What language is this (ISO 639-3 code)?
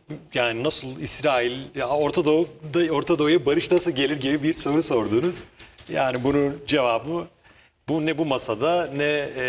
tur